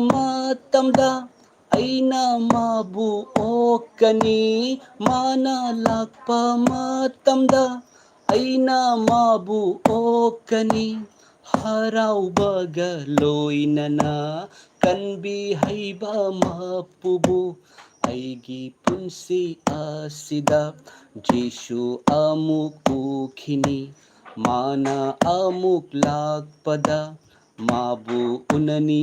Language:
Manipuri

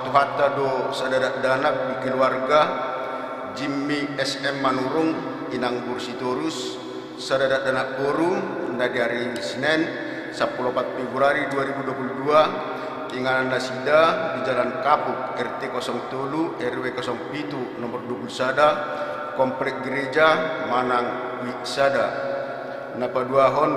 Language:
Batak Toba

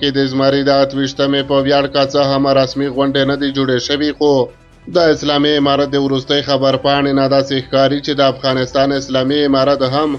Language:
Pashto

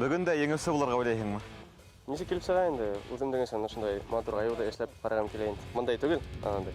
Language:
Bashkir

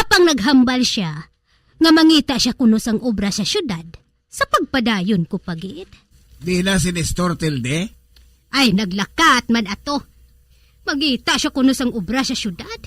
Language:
Hiligaynon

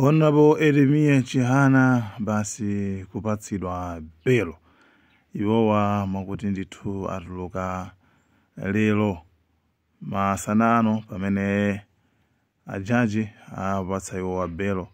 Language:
Nyanja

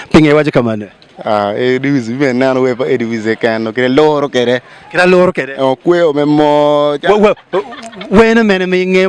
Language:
Acoli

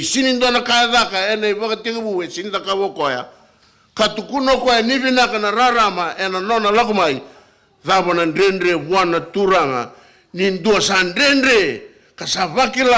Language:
Fijian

